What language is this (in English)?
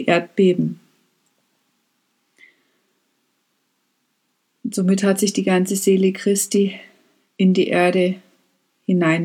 German